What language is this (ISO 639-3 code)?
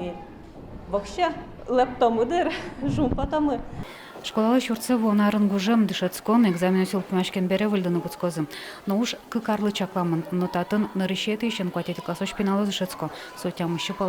udm